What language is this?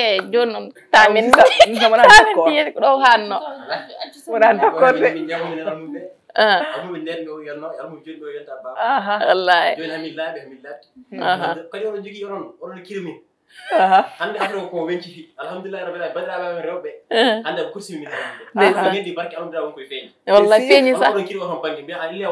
Fula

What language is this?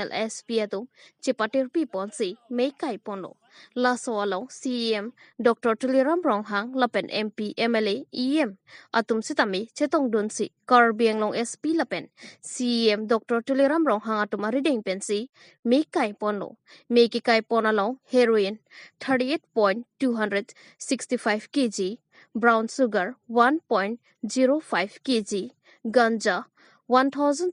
Karbi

